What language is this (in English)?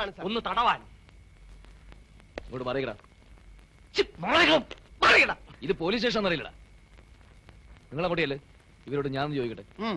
Malayalam